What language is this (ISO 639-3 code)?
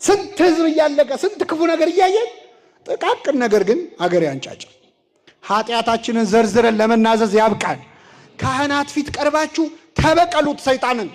amh